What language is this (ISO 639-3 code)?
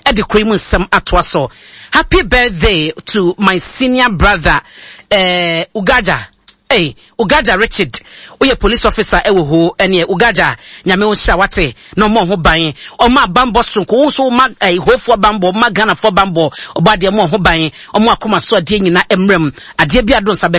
aka